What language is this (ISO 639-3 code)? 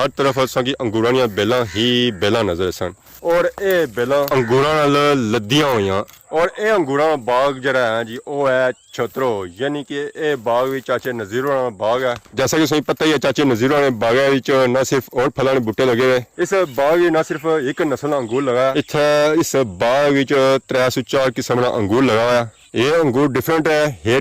phr